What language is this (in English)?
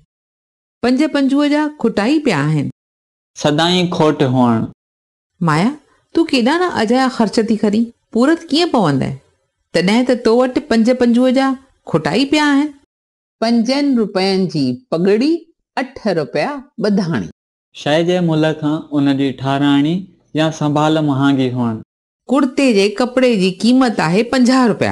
Sindhi